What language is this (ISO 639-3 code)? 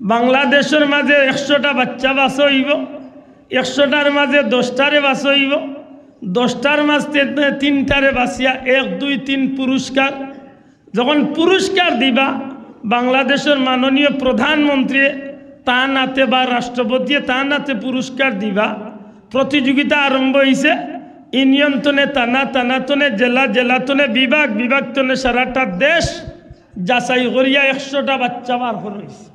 syl